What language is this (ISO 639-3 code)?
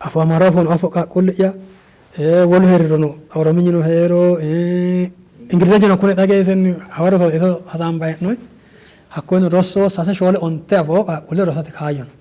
sid